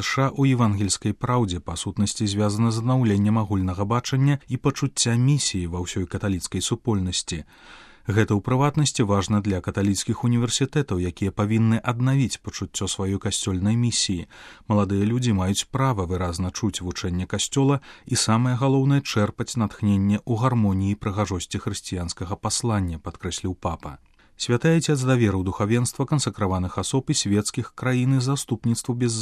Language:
Belarusian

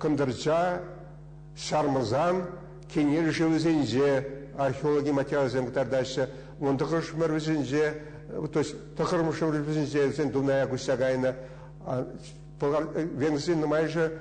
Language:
Chuvash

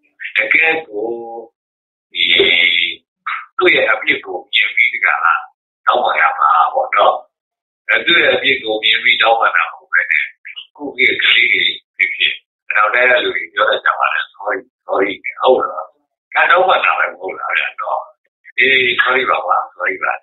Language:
Burmese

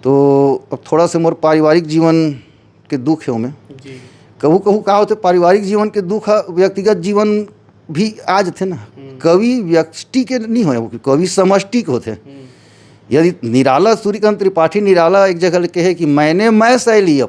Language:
Chhattisgarhi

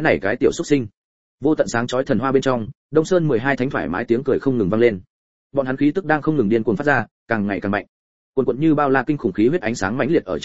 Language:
Vietnamese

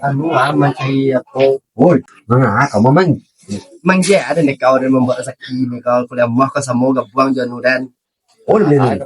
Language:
Minangkabau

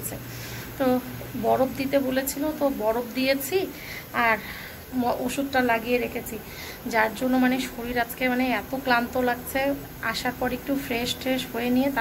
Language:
Bangla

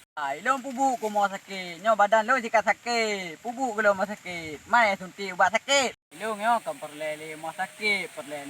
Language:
Achinese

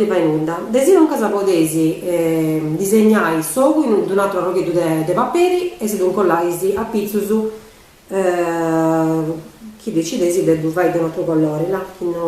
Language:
Sardinian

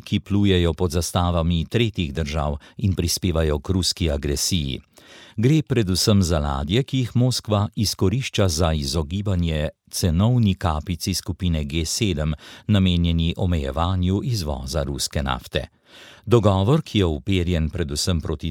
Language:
Slovenian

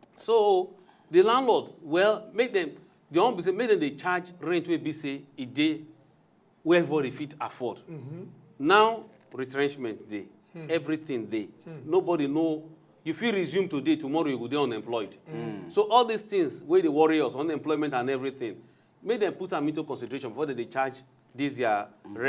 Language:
Nigerian Pidgin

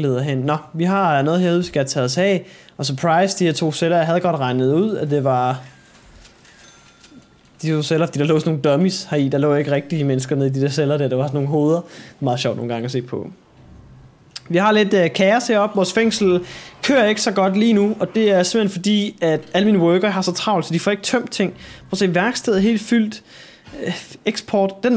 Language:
Danish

